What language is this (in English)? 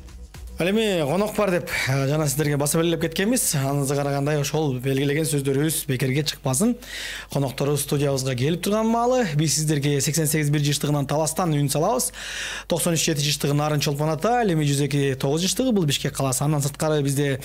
Kyrgyz